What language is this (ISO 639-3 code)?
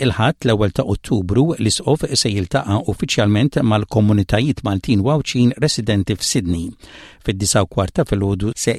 mlt